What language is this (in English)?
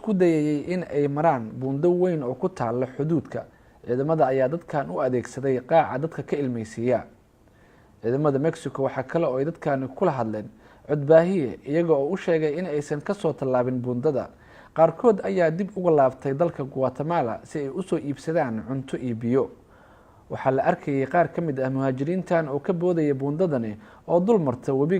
Somali